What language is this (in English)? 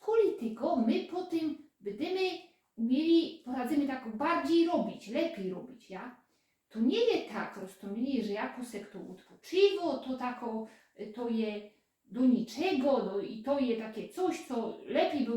Silesian